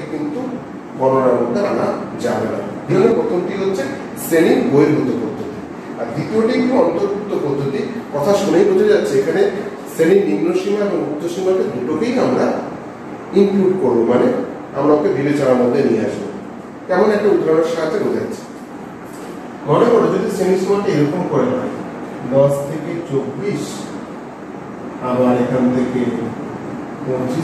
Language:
Bangla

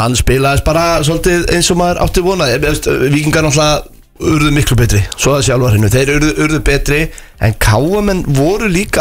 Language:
Icelandic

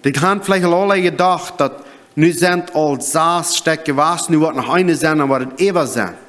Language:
Plautdietsch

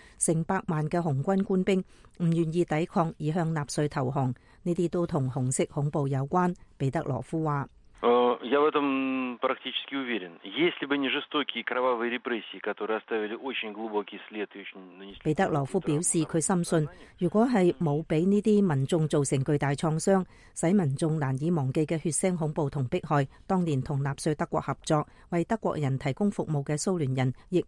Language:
Cantonese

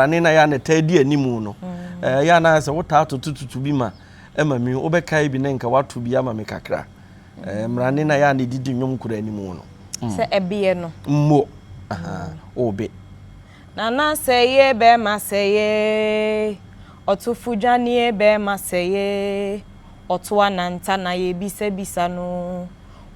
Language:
Akan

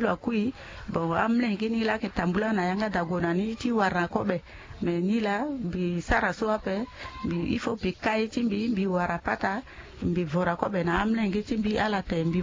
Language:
Sango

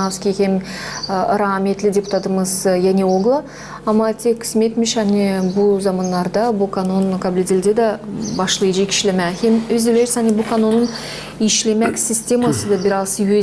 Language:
Gagauz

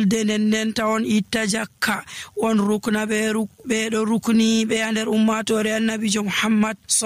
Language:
Nigerian Fulfulde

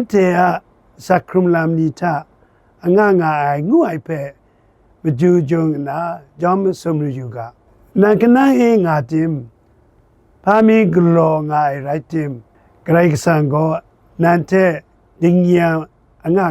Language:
Kachin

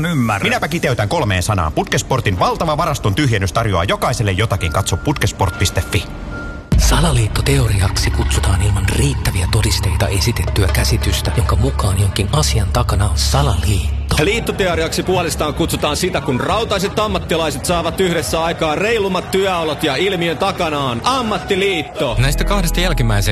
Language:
Finnish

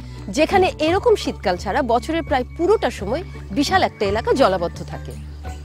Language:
Bangla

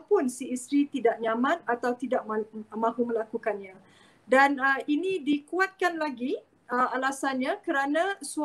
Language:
Malay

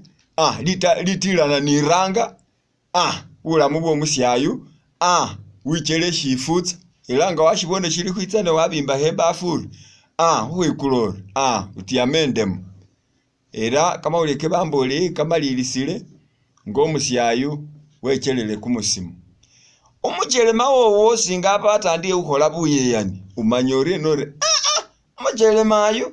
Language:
Masaaba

